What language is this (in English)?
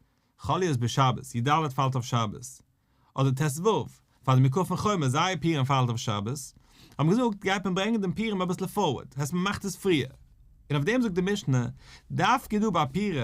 Yiddish